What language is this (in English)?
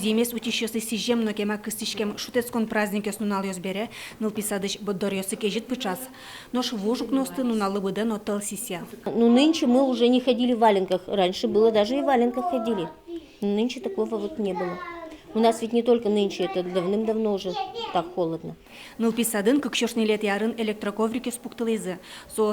Udmurt